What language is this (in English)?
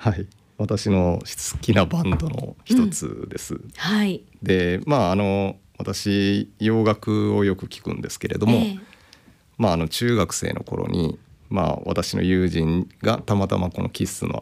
Japanese